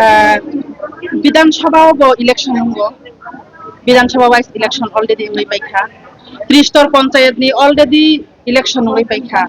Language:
Kok Borok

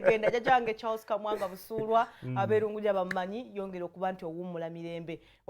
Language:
Ganda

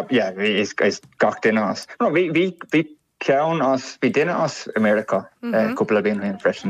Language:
Irish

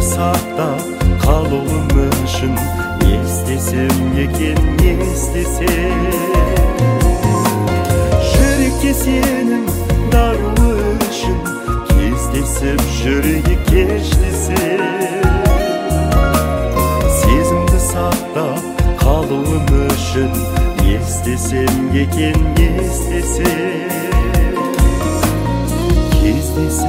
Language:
Kazakh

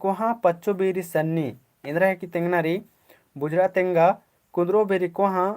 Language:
Kurukh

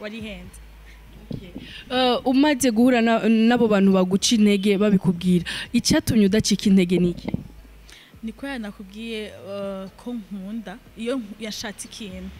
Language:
Rundi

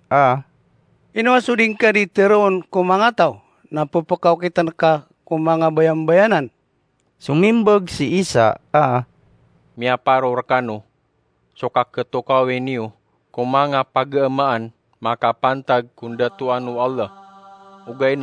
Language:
Maranao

